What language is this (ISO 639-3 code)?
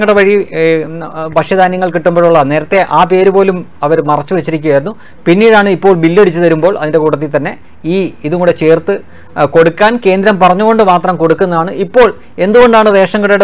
mal